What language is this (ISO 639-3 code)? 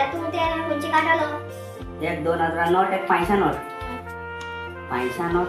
kok